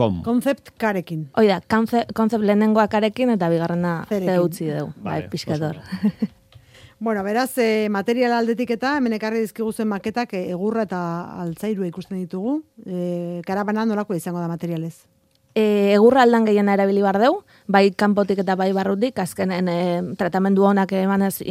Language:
Basque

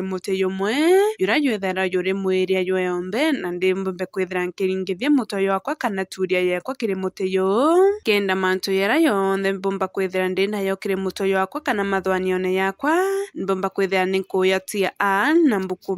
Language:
Meru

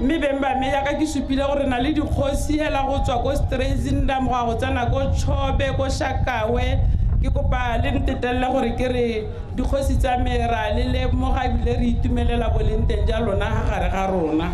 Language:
Tswana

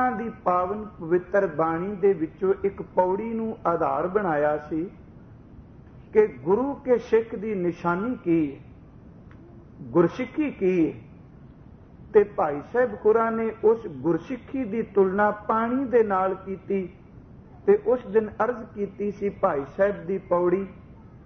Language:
Punjabi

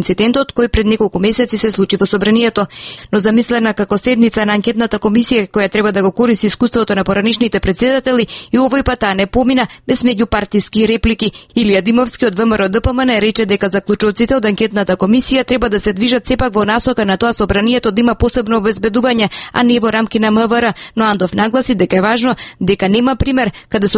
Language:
Macedonian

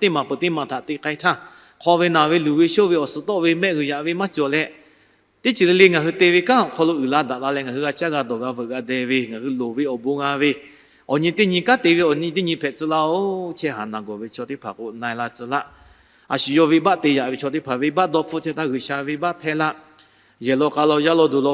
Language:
Lahu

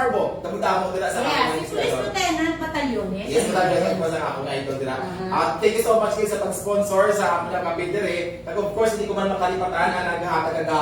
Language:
Hiligaynon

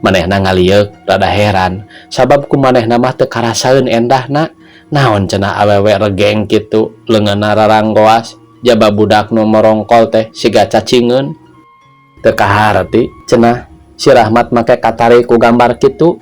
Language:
Sundanese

